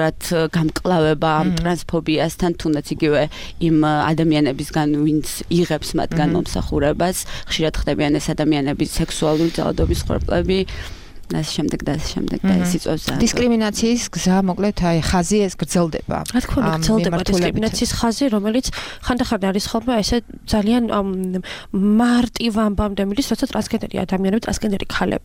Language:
Georgian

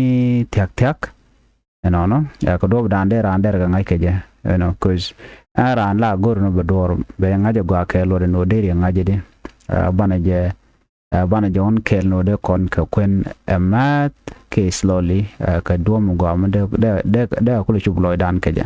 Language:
Nuer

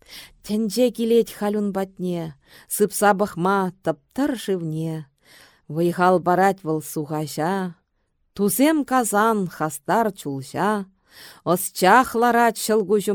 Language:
Chuvash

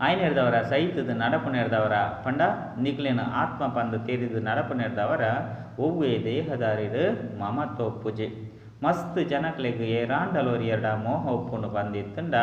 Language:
Tulu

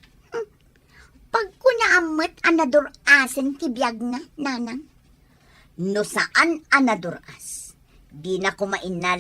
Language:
Iloko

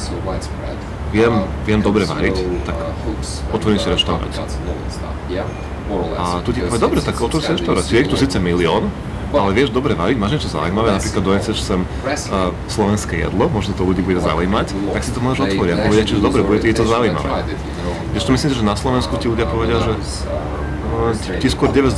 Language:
Slovak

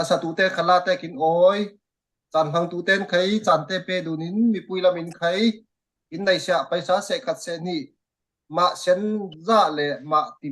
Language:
Falam Chin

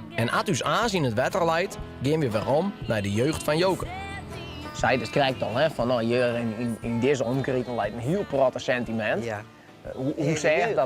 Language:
Western Frisian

